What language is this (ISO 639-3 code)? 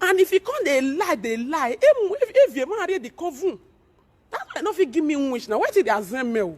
pcm